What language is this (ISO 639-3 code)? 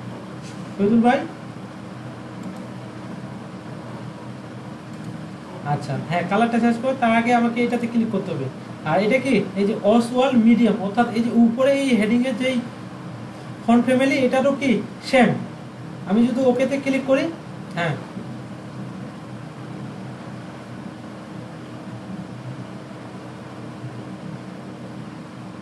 ben